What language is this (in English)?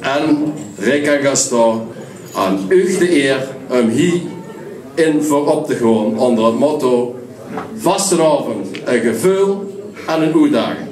Limburgish